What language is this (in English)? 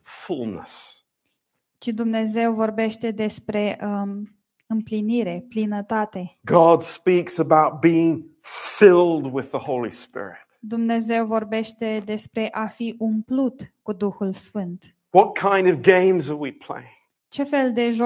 Romanian